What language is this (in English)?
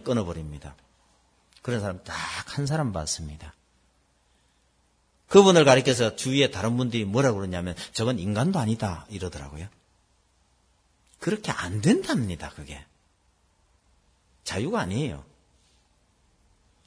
Korean